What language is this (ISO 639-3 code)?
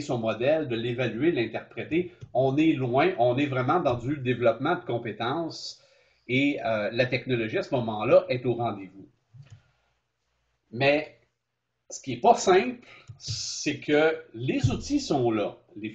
fra